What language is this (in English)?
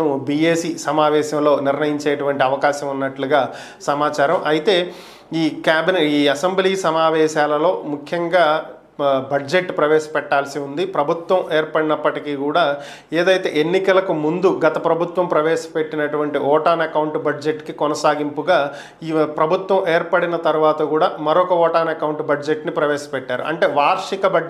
Telugu